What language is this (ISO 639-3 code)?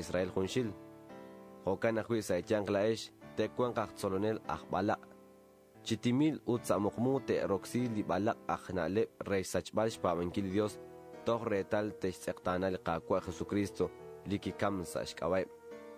kek